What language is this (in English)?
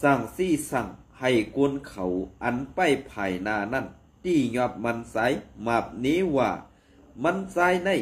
Shan